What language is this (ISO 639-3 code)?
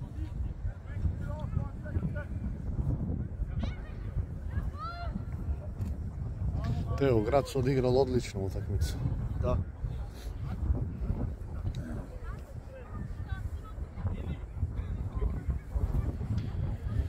hrv